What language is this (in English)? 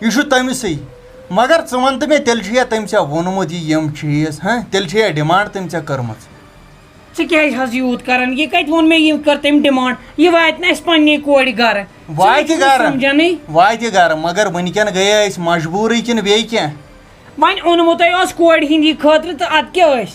Kashmiri